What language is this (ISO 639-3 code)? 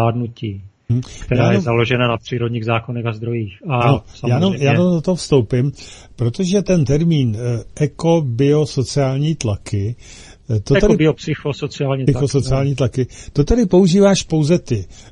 ces